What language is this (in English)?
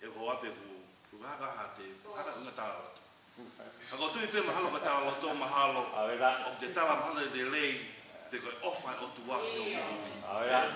Tongan